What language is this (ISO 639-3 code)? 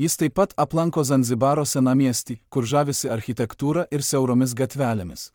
lit